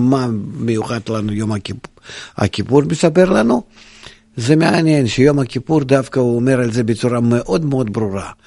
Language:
Hebrew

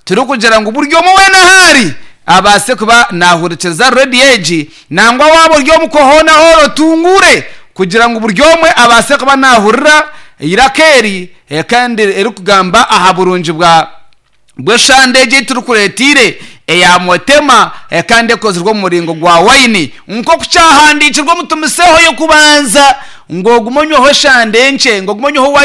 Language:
Nyankole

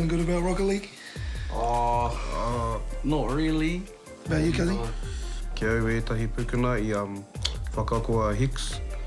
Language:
Māori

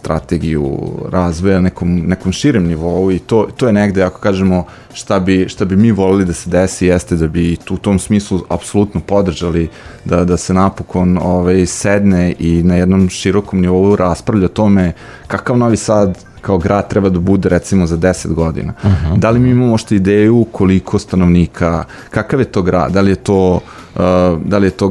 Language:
Serbian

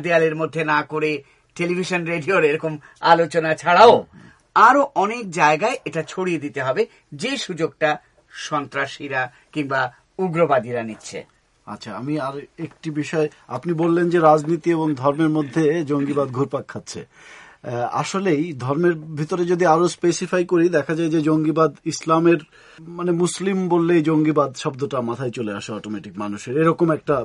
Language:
Bangla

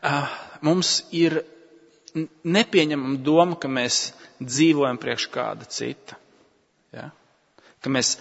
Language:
Latvian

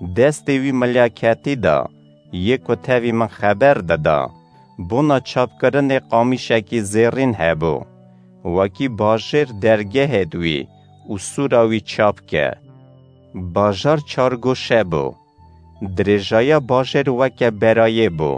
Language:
Kurdish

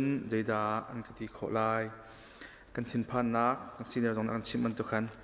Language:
Hakha Chin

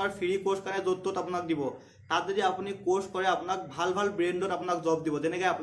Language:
Assamese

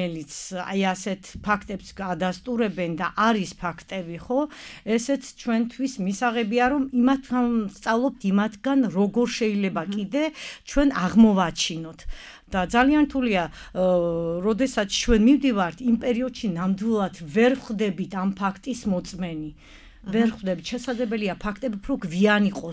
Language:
Georgian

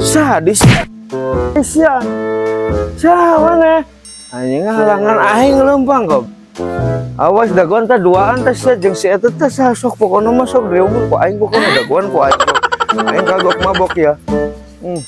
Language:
Sundanese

